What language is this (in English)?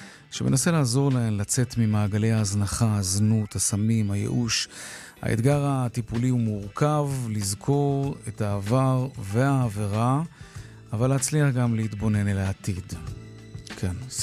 Hebrew